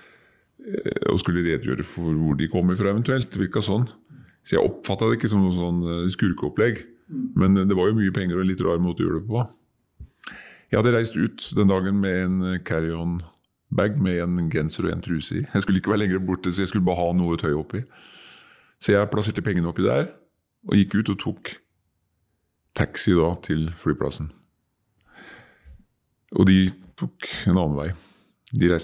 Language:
Norwegian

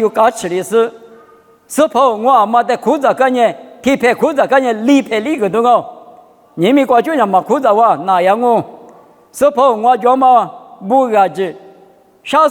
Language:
Lisu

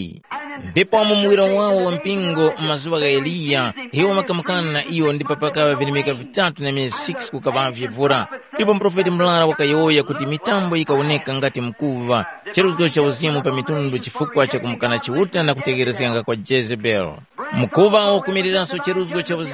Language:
Tumbuka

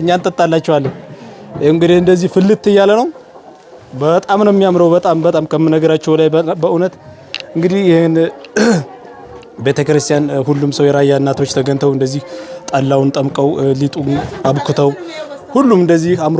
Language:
Amharic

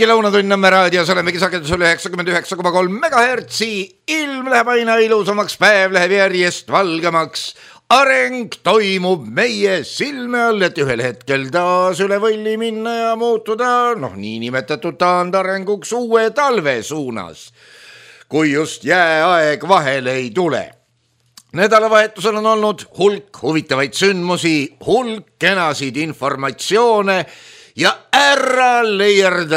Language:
Estonian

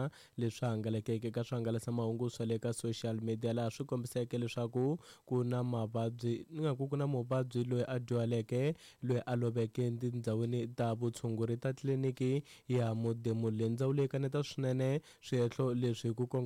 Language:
Tsonga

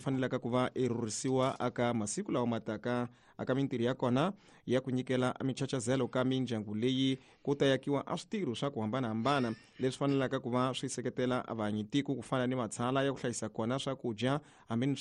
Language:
Tsonga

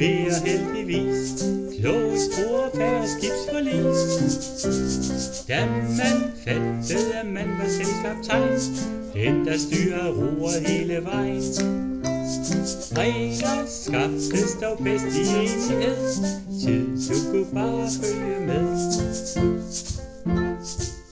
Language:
Danish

